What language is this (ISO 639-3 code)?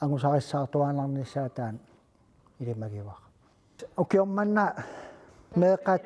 kal